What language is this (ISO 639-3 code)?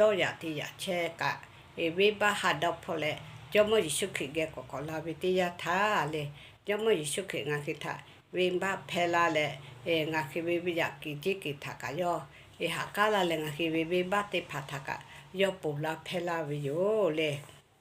lhu